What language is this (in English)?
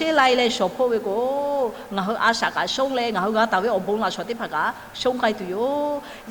Lahu